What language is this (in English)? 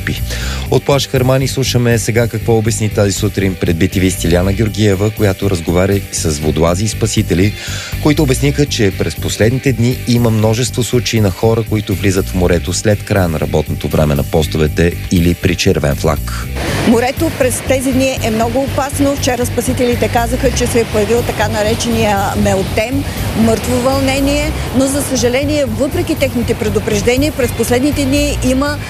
Bulgarian